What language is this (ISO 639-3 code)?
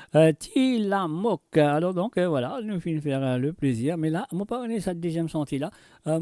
mfe